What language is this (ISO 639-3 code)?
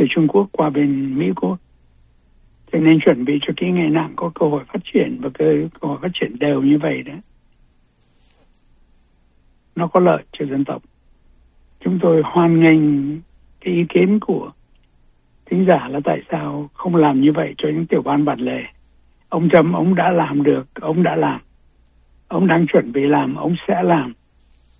vie